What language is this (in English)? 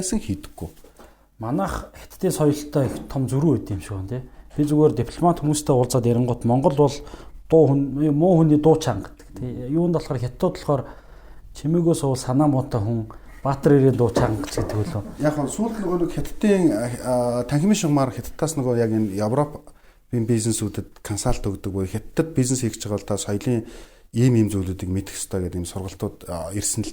Mongolian